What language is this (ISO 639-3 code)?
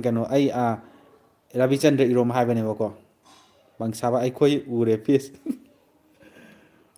mni